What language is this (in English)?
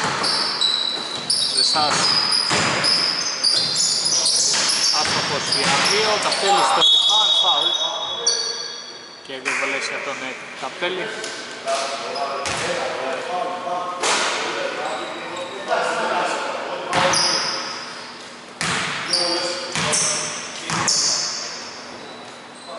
Greek